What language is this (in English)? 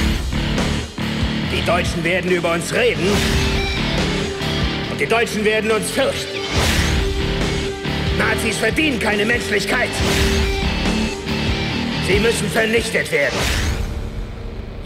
German